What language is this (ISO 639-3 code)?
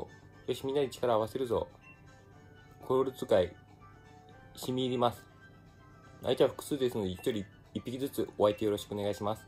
jpn